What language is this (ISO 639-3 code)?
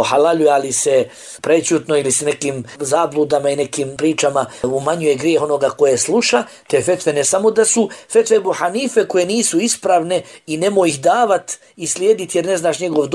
bos